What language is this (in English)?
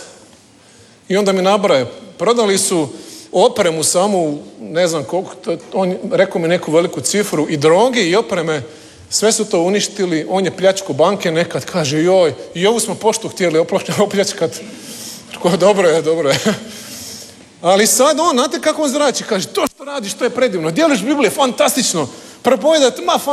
Croatian